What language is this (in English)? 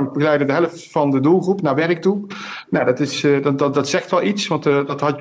Dutch